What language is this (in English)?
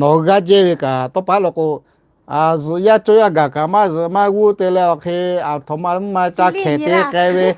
Lahu